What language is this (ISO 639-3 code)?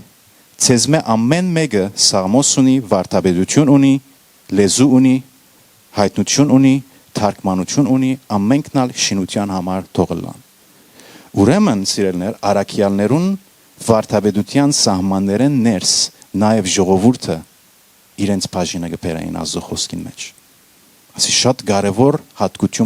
hyw